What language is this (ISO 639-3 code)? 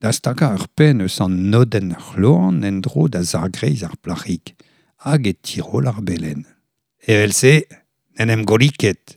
bre